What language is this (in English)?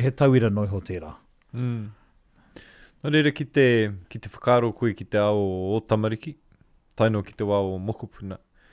Māori